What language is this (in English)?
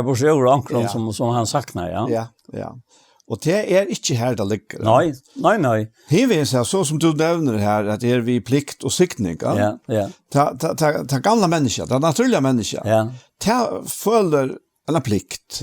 Faroese